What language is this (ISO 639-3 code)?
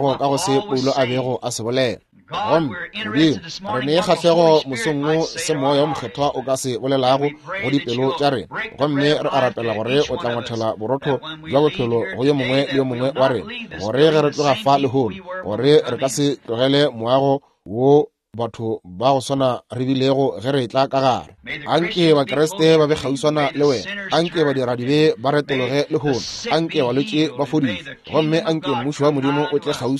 nso